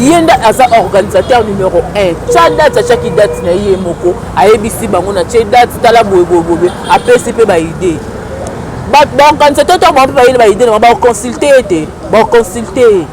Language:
Lingala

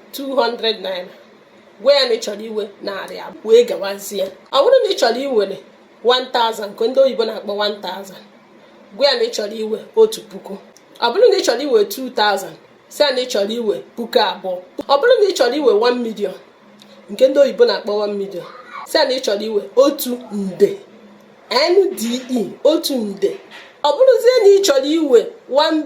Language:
Igbo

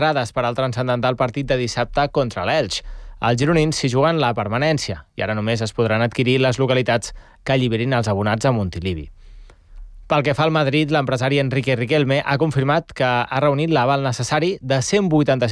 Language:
Catalan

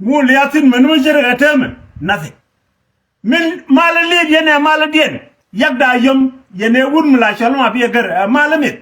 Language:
Nuer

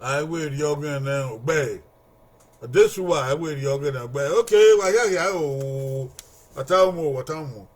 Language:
Bini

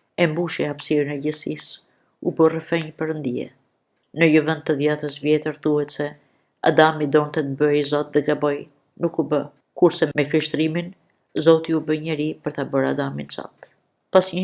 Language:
Albanian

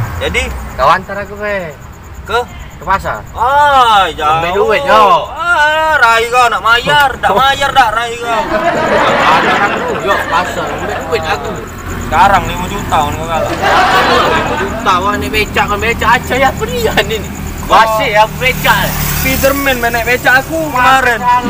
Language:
Musi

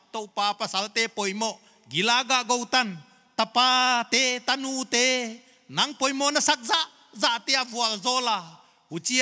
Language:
Paite Chin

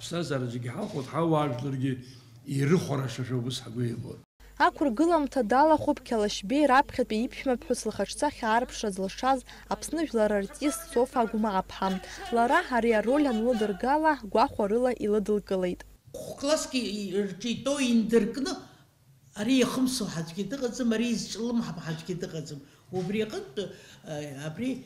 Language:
Abkhazian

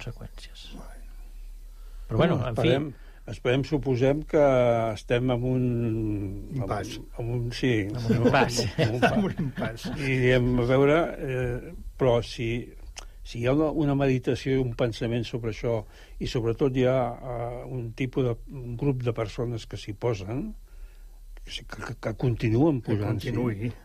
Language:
Catalan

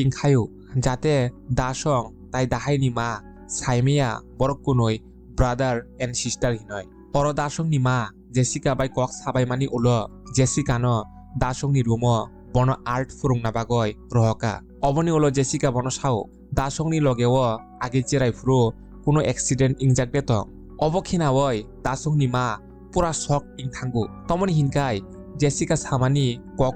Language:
Kok Borok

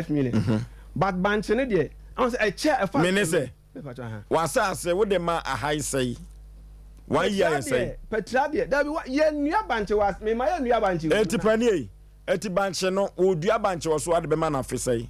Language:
Akan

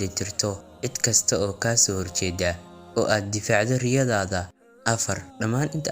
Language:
Somali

